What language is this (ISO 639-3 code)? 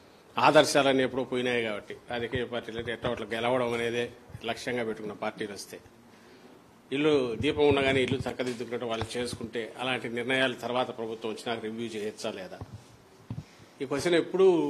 tel